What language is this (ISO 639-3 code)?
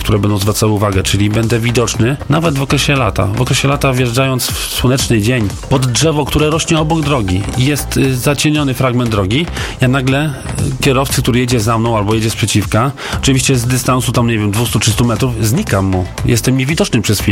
pol